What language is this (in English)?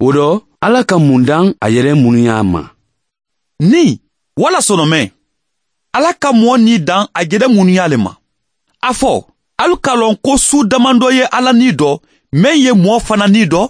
Mandingo